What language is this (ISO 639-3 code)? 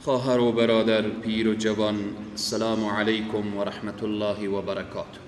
fas